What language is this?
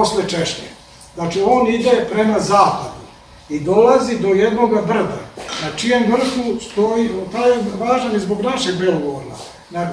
Serbian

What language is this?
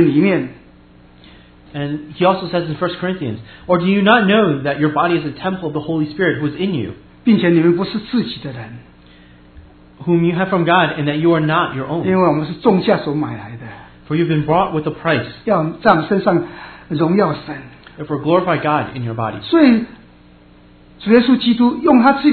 Chinese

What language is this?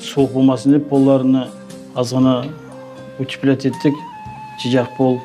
Crimean Tatar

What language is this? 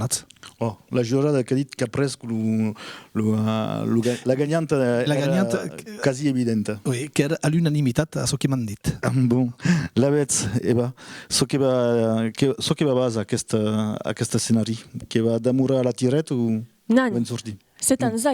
Occitan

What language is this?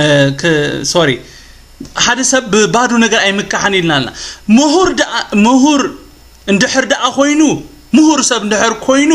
Tigrinya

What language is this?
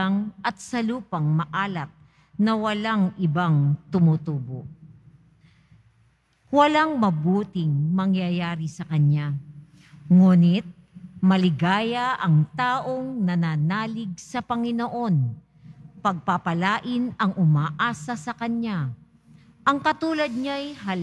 Filipino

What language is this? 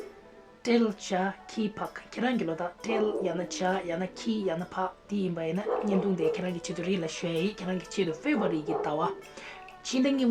Tibetan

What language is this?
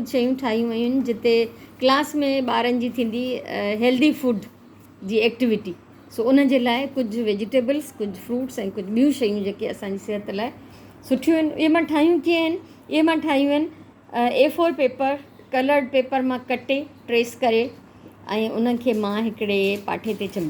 Sindhi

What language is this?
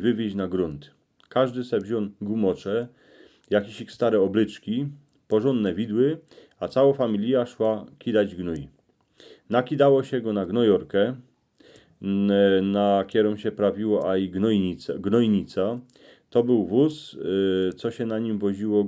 Silesian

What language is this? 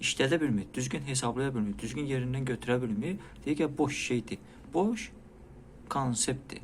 Azerbaijani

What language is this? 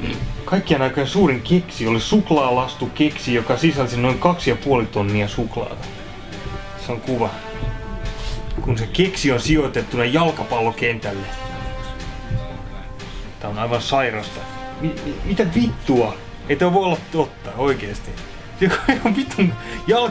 Finnish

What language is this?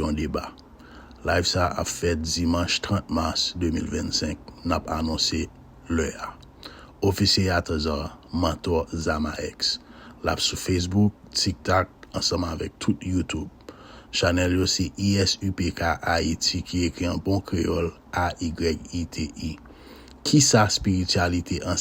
Haitian Creole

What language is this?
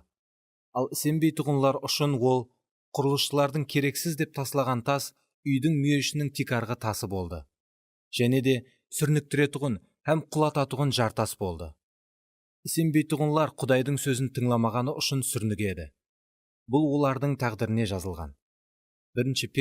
Kara-Kalpak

